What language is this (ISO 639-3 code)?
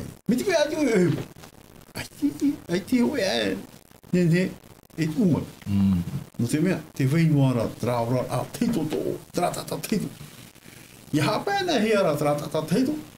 tah